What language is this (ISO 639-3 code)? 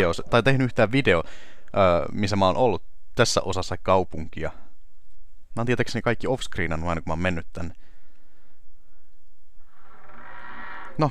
fin